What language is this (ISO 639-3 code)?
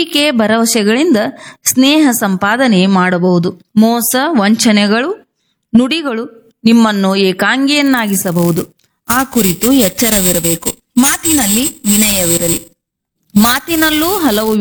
kan